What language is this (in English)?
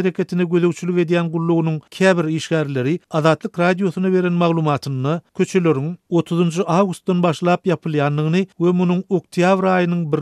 Turkmen